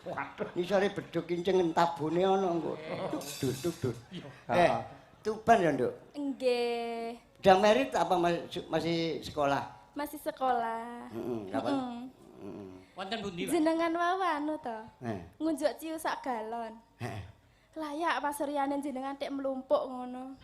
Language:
Javanese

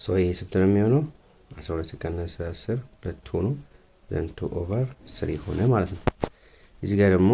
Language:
Amharic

